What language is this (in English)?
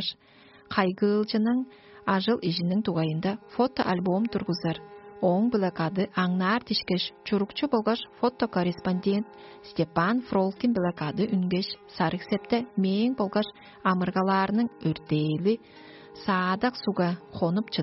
Tuvinian